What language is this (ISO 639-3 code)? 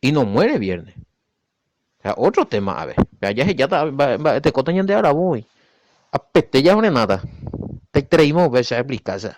grn